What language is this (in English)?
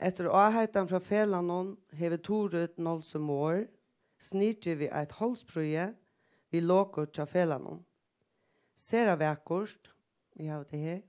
Faroese